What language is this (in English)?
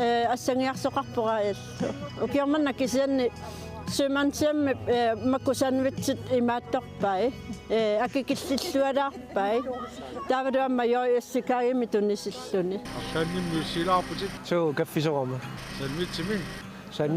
Kalaallisut